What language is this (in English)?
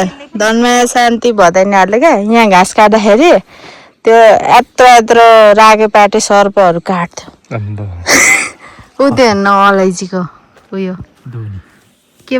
Nepali